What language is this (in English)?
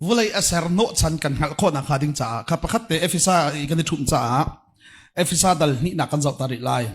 Hakha Chin